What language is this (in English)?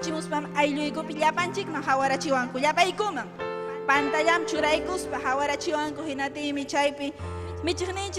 Ayacucho Quechua